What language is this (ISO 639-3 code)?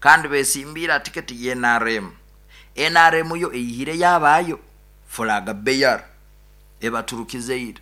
nyo